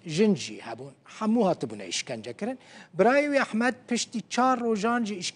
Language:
Kurdish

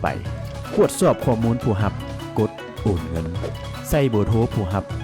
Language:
Lao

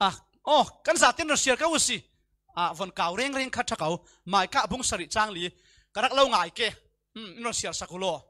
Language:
Falam Chin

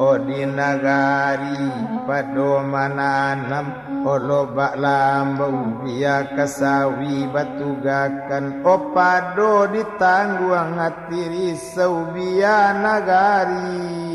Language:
Minangkabau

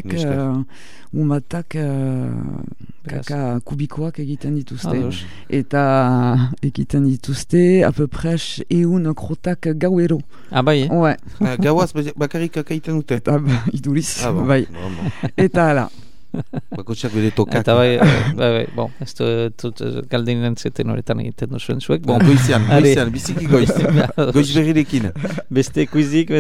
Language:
Basque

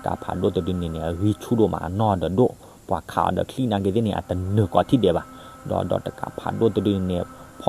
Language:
S'gaw Karen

